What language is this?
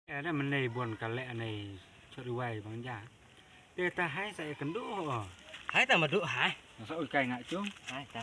Khasi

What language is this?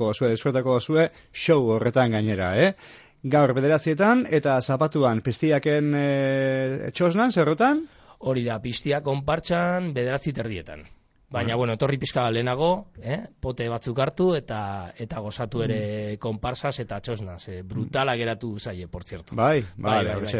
Basque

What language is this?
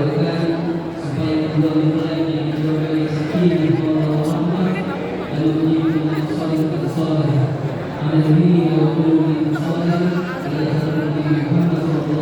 Betawi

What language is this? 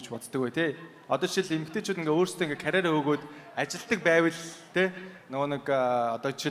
Mongolian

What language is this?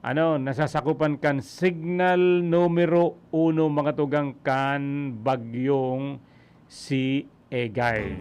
Bikol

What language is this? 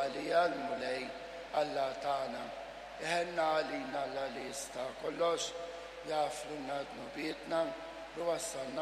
Maltese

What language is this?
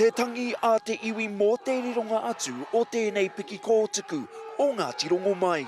Māori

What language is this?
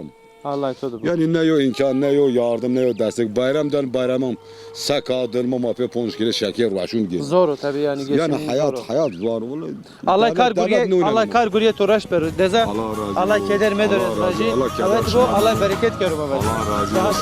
Zaza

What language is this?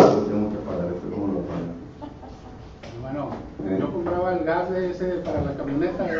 Spanish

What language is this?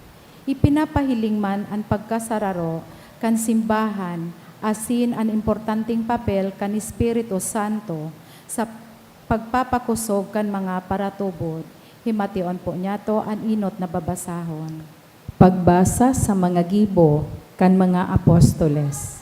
Bikol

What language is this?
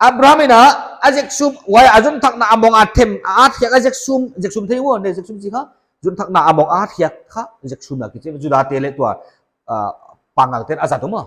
Paite Chin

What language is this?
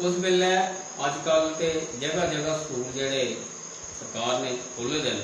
Dogri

